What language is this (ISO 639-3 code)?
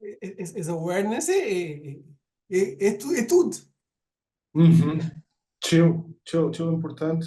kea